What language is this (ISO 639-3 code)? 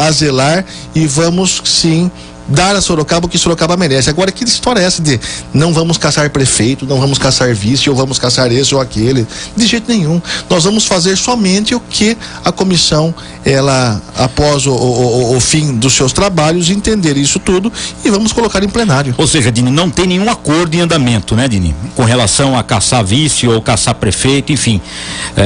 por